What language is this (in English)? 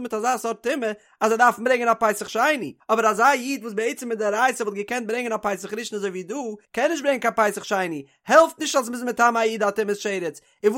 Yiddish